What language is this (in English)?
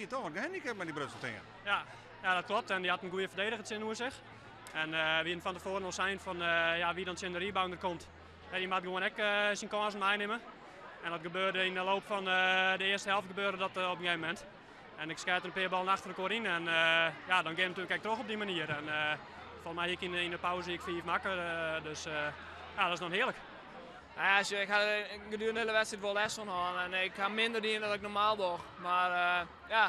Western Frisian